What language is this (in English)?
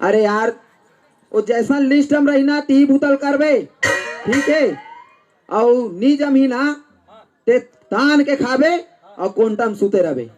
Chhattisgarhi